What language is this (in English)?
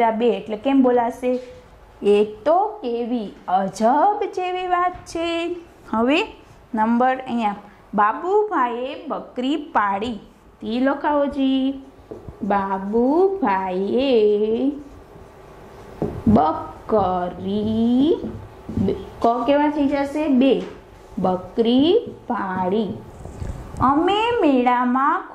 Gujarati